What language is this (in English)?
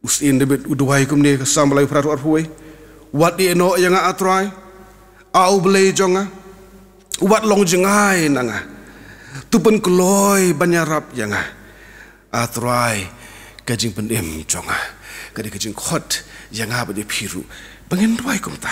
Khasi